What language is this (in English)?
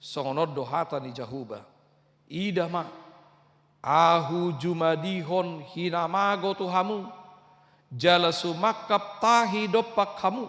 Batak Toba